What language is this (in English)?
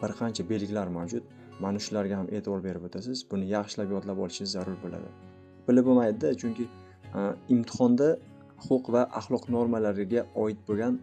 Uzbek